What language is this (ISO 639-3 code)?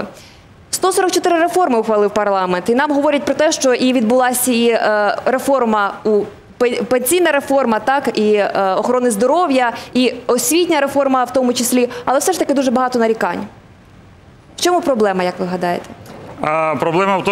ukr